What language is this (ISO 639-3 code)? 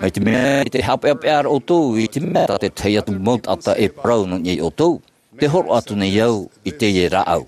tah